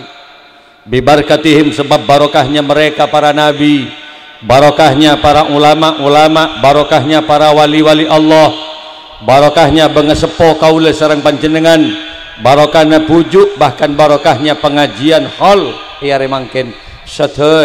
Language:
Madurese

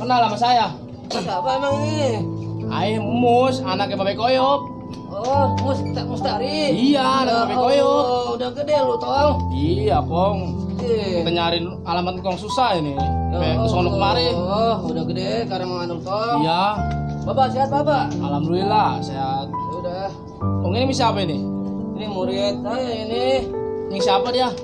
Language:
Betawi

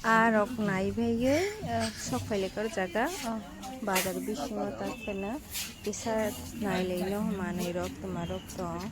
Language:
Kok Borok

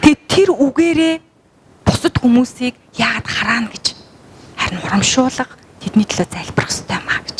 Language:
Mongolian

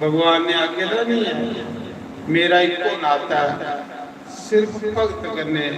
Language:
Dogri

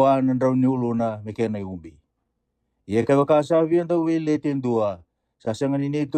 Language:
Fijian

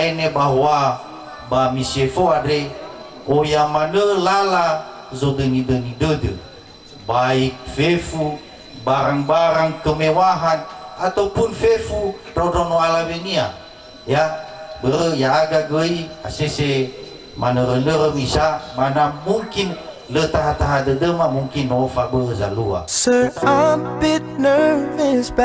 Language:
Nias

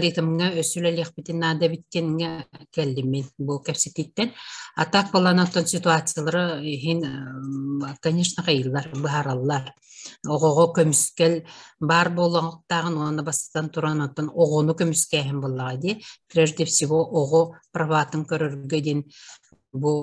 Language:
Yakut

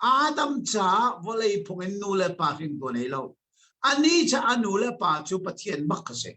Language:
Hakha Chin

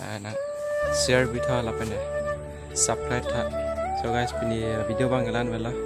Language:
Karbi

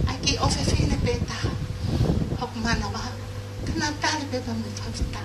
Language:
Tongan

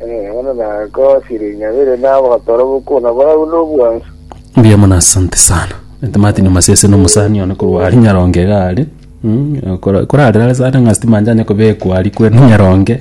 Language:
Gusii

